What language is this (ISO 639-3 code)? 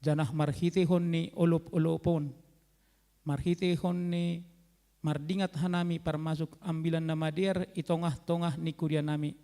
bts